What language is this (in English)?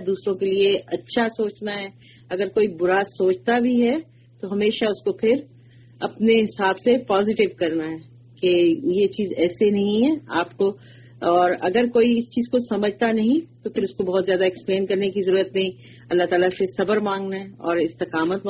Urdu